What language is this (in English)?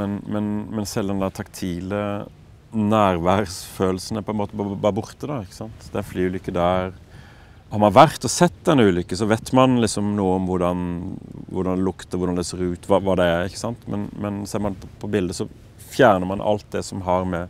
Norwegian